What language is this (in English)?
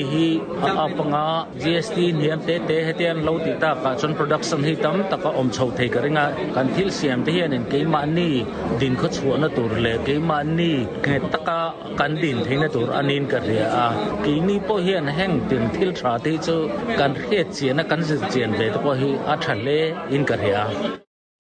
Mizo